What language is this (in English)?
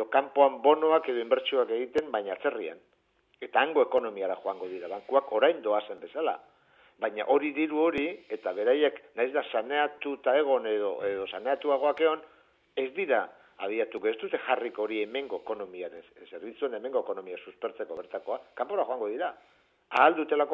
Basque